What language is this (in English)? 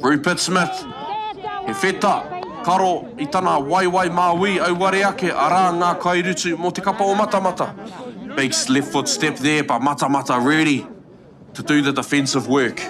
Māori